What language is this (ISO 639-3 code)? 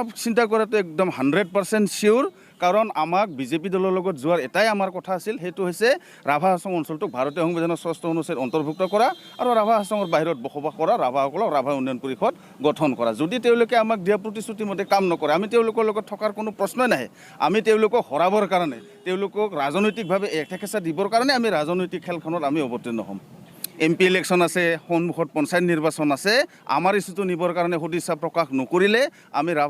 asm